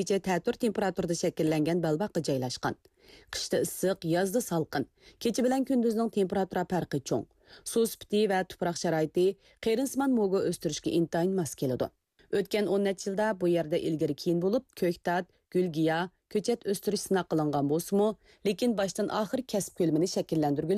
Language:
Uyghur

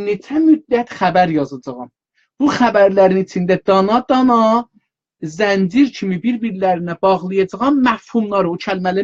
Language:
South Azerbaijani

